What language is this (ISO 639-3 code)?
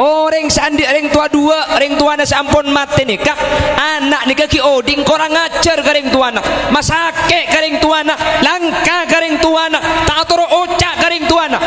mad